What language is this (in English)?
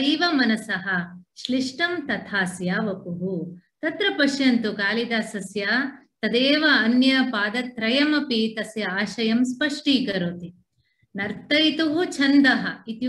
Sanskrit